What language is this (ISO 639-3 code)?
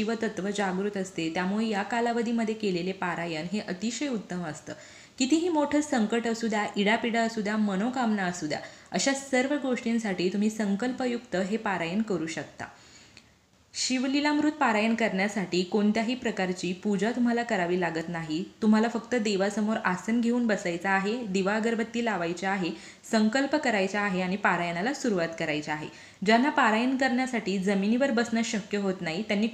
mar